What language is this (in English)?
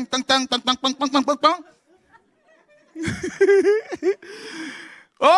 French